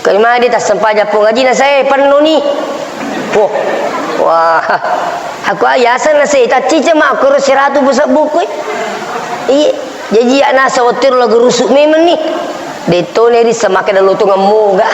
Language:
Buginese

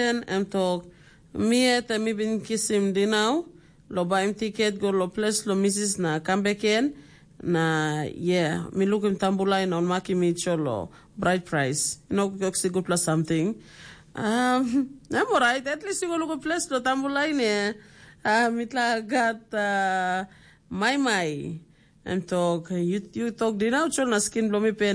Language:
Tok Pisin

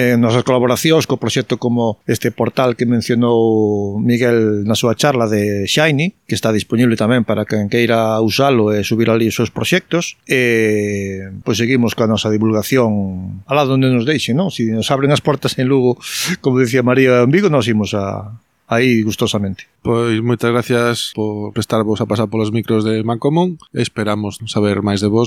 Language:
Galician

